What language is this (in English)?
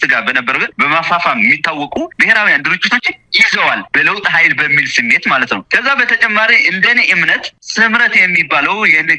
Amharic